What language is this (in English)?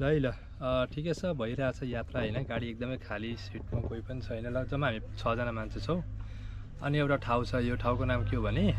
Nepali